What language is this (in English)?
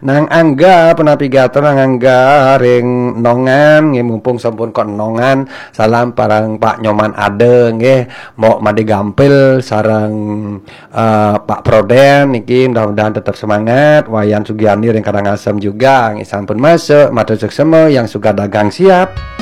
Balinese